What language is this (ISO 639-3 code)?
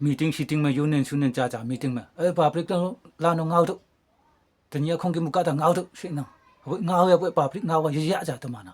nbe